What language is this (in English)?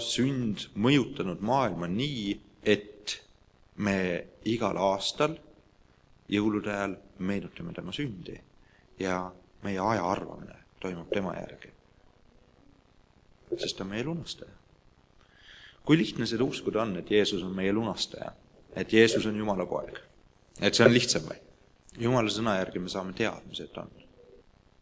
Estonian